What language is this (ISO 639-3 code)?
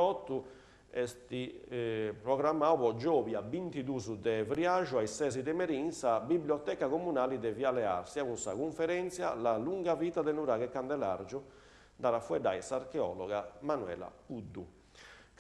srd